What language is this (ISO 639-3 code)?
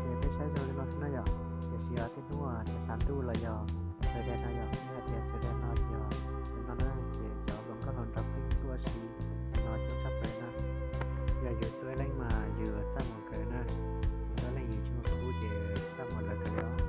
hmn